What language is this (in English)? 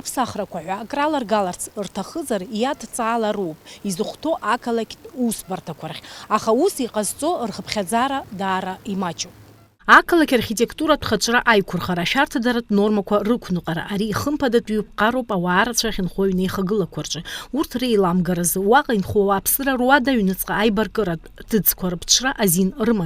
Abkhazian